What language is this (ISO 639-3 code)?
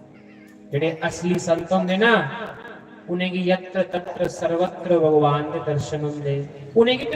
doi